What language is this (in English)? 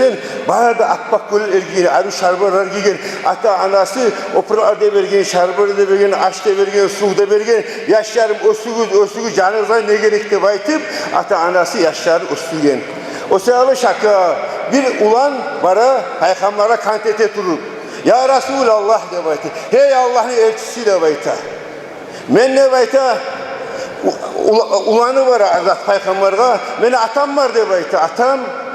Kumyk